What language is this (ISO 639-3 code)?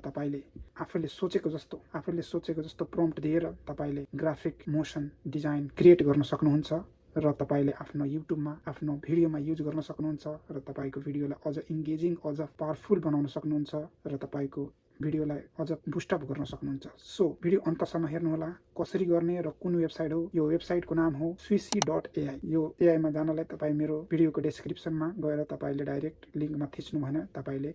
nep